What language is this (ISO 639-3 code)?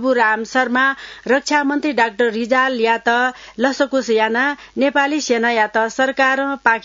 new